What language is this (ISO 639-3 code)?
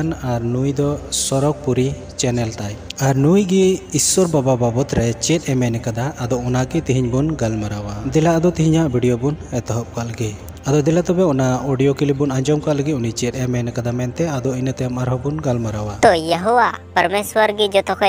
sat